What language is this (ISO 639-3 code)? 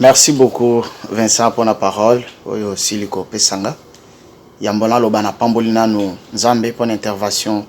lin